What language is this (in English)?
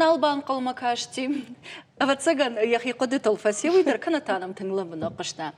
Ossetic